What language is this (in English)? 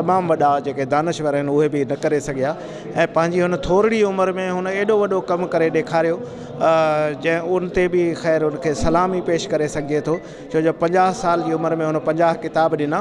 Sindhi